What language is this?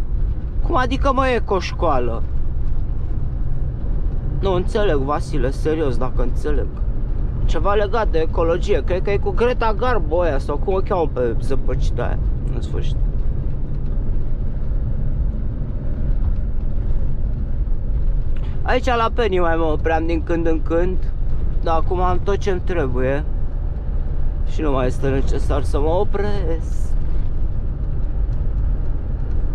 Romanian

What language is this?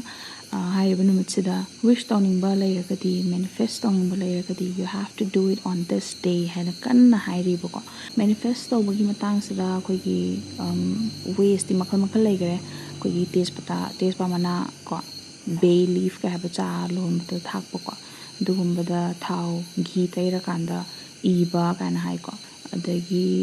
Manipuri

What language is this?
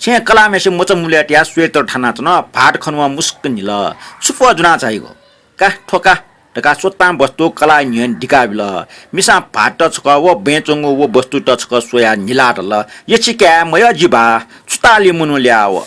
Newari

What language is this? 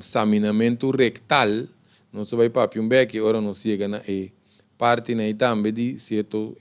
Papiamento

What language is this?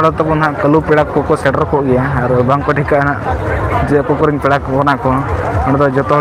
Santali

